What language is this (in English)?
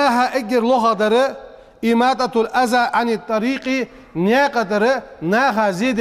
Ingush